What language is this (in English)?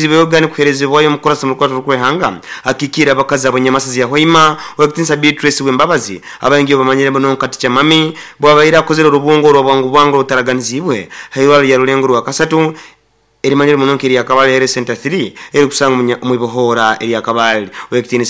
Nyoro